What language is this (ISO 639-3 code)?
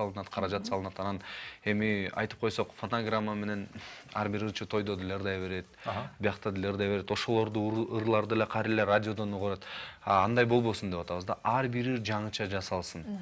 kir